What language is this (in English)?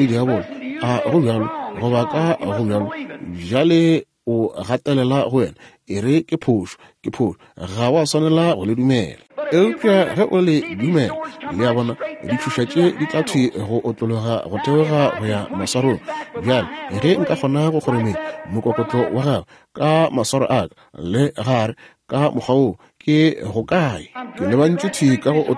Northern Sotho